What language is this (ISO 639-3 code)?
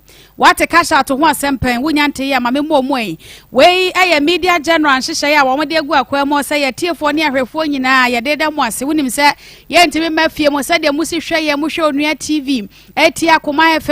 aka